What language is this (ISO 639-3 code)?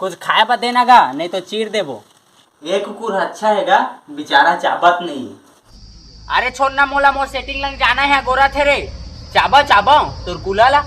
hne